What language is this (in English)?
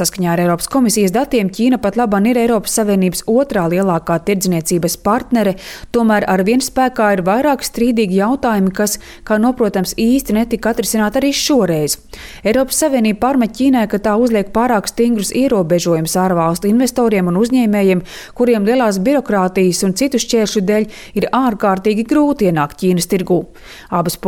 Latvian